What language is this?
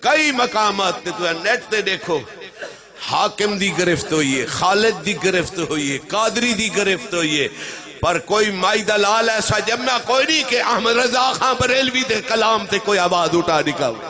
Saraiki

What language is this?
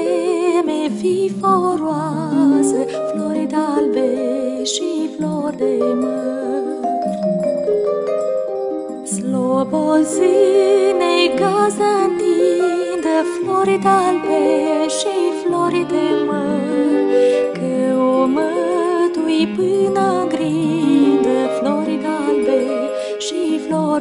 Romanian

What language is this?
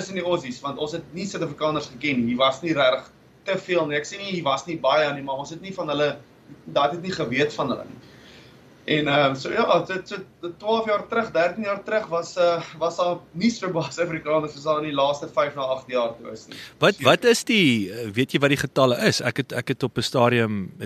Afrikaans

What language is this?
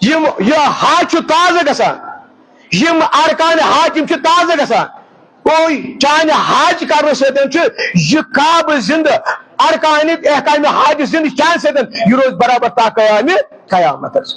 Kashmiri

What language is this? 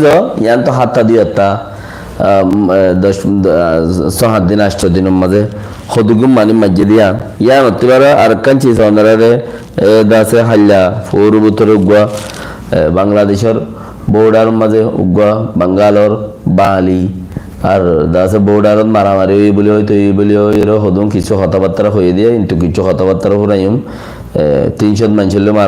Rohingya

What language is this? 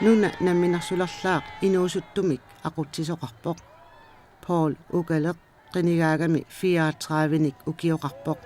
Kalaallisut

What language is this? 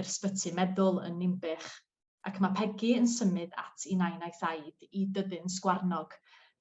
Welsh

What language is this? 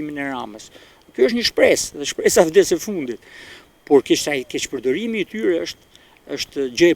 Albanian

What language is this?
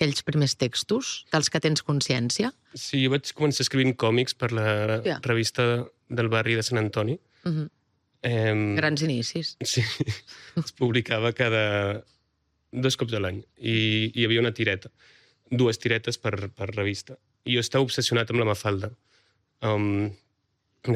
Catalan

